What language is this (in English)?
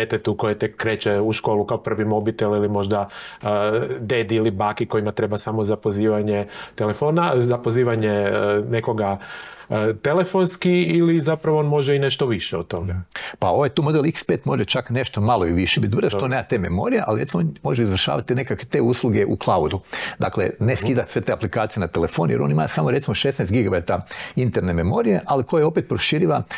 Croatian